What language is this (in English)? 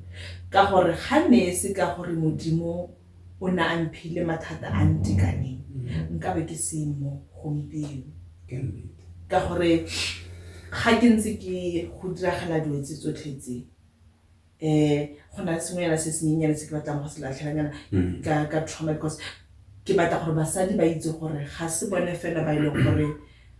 Tswana